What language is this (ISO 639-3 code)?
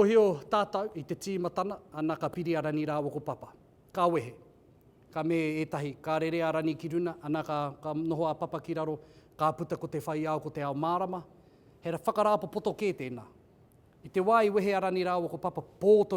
mri